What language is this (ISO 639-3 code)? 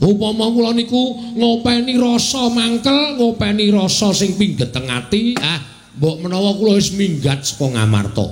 jav